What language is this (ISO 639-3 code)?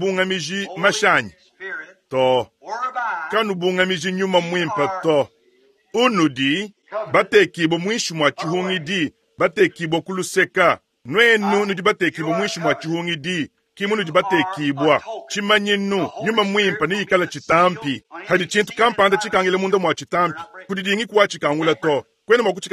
lua